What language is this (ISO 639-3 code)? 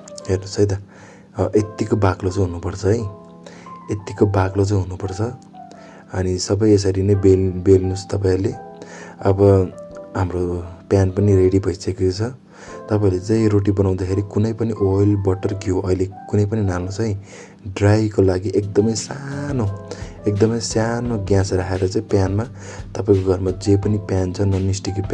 nep